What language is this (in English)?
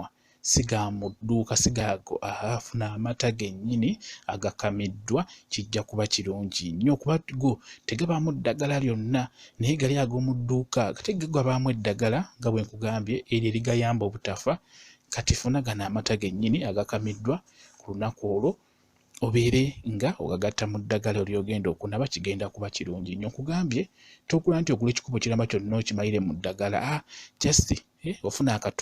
Ganda